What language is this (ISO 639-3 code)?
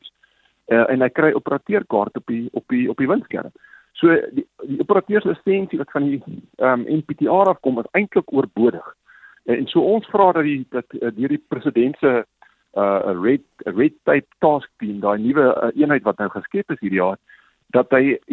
afr